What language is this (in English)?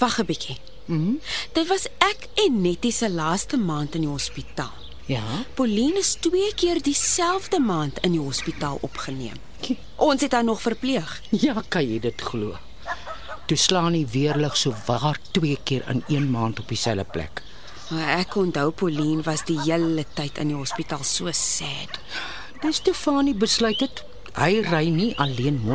Afrikaans